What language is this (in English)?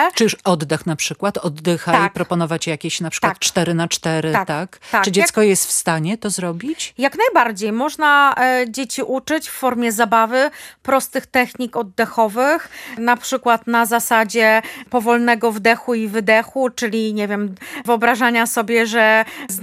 Polish